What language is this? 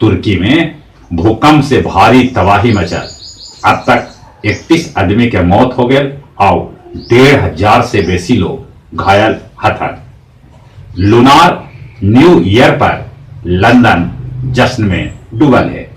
Magahi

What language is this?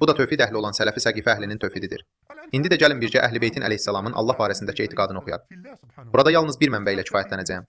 Azerbaijani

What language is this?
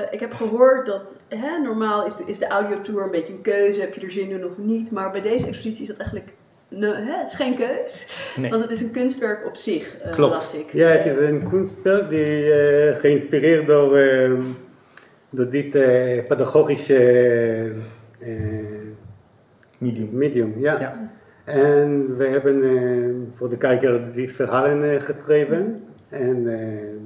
Dutch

